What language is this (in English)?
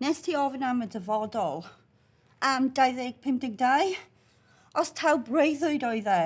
Welsh